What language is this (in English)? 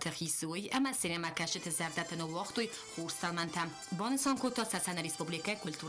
Ossetic